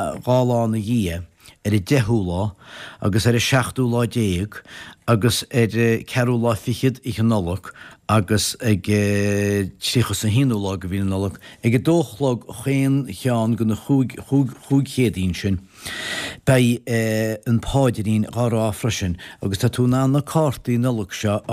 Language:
Irish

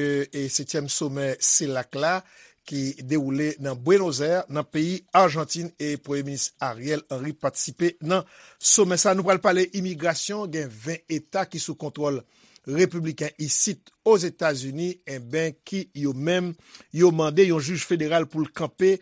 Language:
Haitian Creole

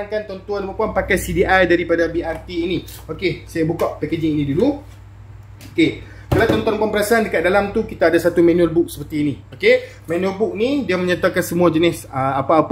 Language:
Malay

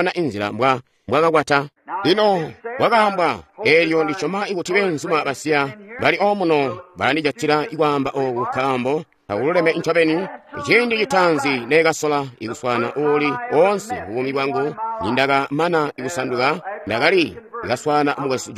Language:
Tonga (Zambia)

